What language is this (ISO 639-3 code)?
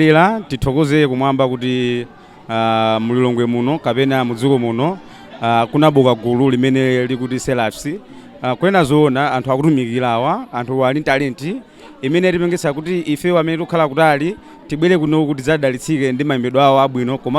nya